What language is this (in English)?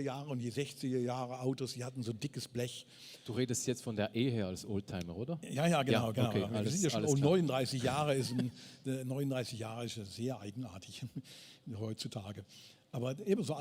Swiss German